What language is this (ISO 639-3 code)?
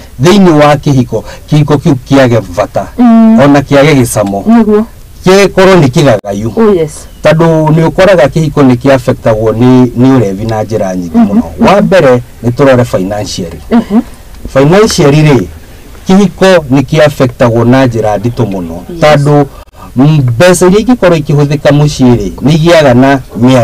kik